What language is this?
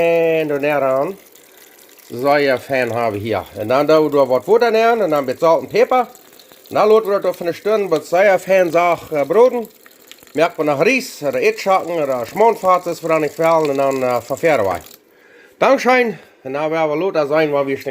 Plautdietsch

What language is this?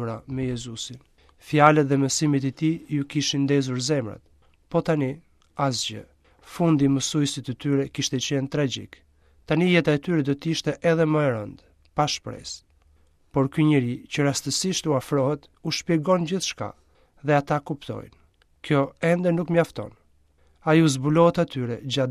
Albanian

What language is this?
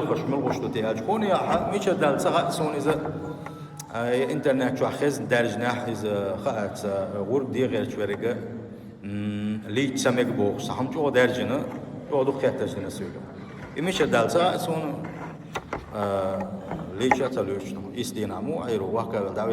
Chechen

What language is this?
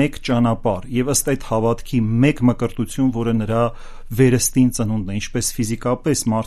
Armenian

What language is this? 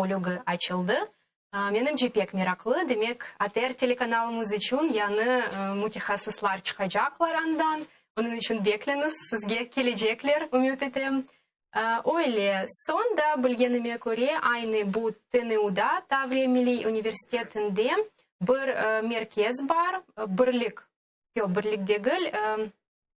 Crimean Tatar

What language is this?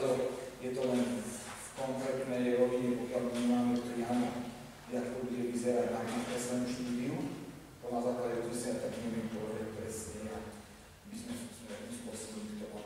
Slovak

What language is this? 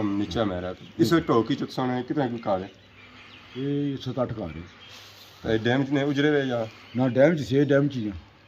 Pahari-Potwari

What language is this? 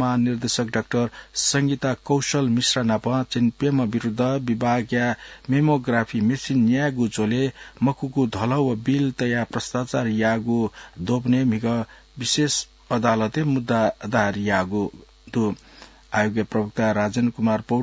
Newari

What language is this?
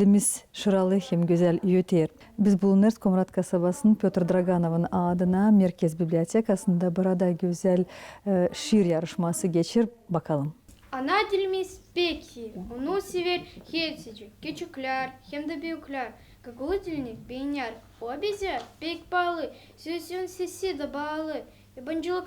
Gagauz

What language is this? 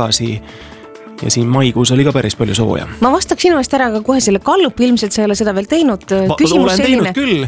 Estonian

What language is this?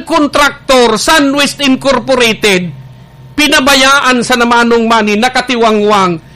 Bikol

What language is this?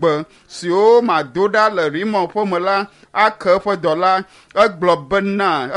Ewe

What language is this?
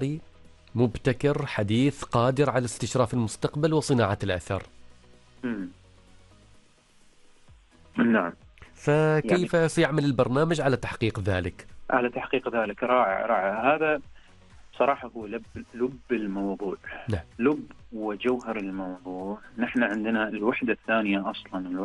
Arabic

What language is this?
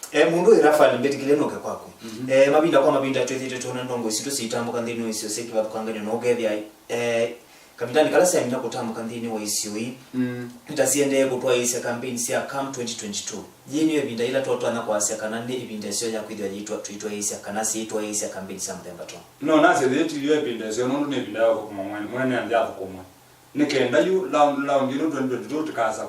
Kamba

